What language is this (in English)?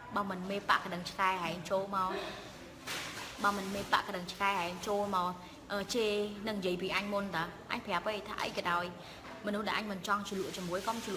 Khmer